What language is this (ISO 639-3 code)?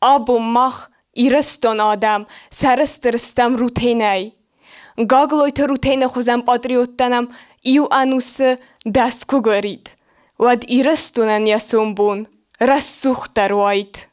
oss